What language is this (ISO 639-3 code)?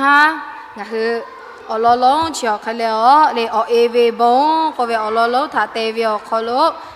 lhu